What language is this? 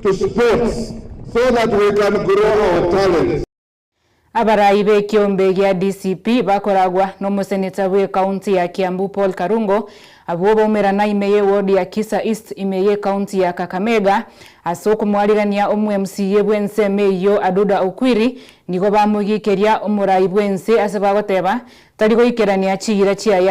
Gusii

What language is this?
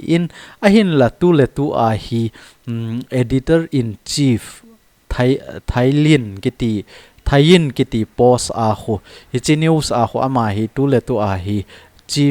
Thado Chin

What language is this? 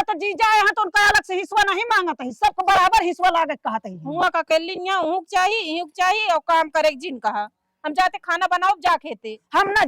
Awadhi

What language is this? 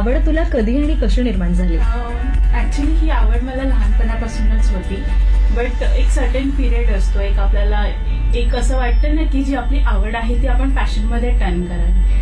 Marathi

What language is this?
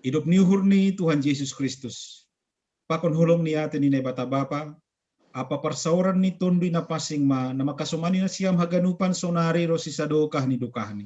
Batak Simalungun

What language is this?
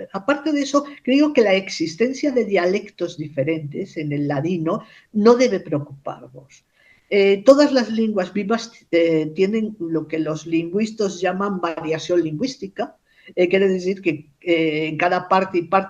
Ladino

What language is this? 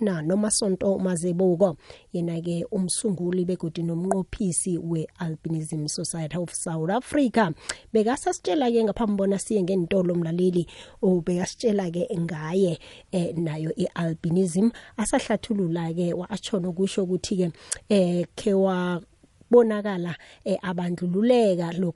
South Ndebele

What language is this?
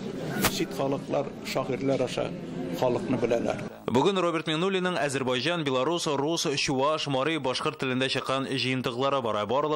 Tatar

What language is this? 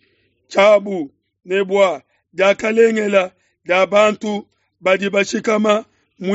Luba-Lulua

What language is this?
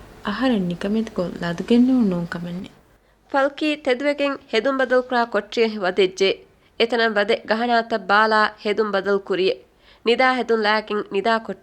Divehi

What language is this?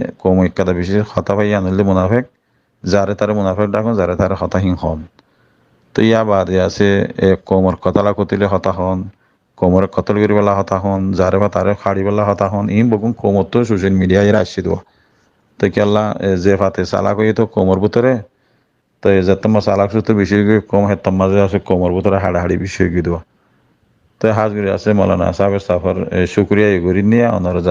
Rohingya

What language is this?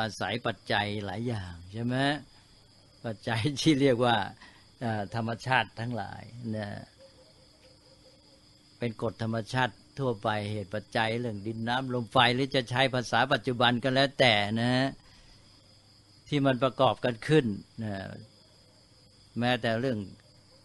Thai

